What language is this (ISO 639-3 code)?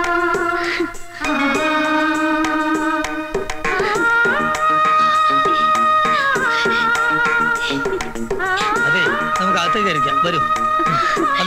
mal